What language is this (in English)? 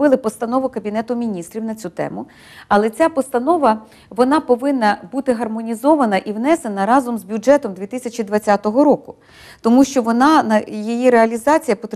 Ukrainian